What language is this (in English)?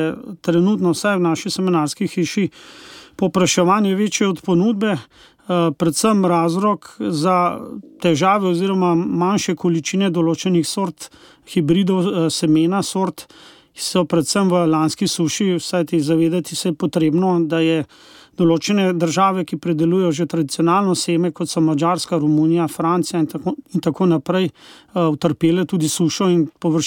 Slovenian